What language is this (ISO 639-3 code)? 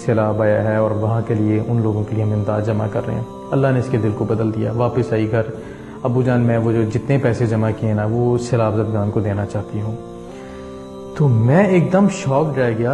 urd